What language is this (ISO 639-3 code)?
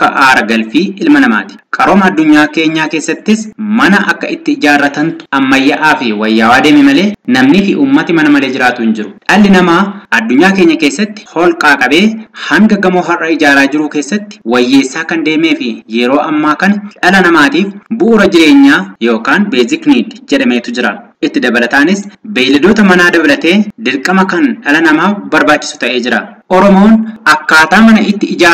orm